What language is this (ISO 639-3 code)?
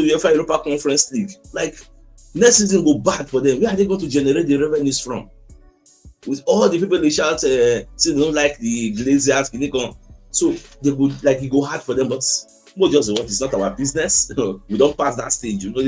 pcm